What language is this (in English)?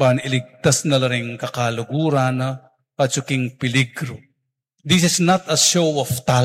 Pampanga